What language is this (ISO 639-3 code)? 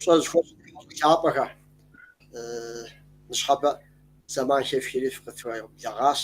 kbd